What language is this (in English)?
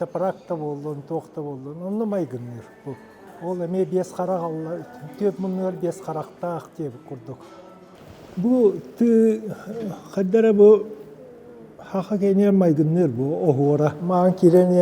Yakut